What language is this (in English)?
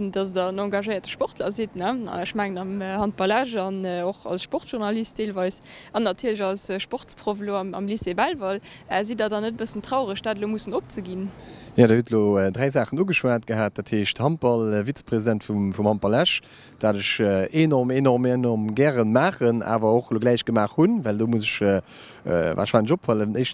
Luxembourgish